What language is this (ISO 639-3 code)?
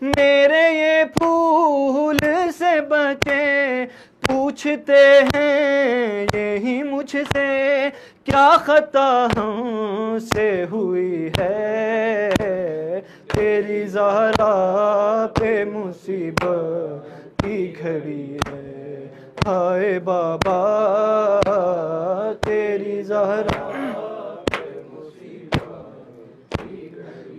urd